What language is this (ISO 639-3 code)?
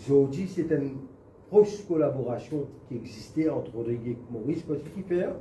mfe